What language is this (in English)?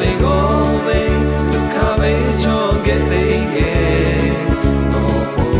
Lahu